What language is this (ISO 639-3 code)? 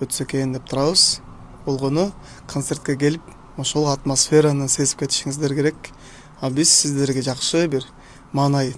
kir